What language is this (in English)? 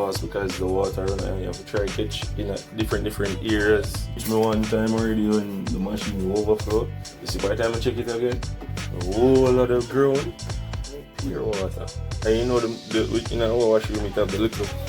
Jamaican Creole English